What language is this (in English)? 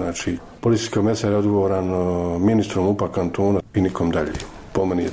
Bosnian